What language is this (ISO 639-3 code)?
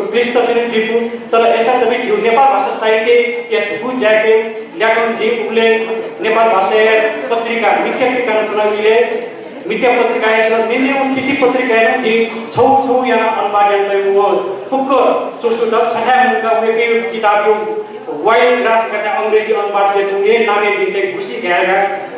new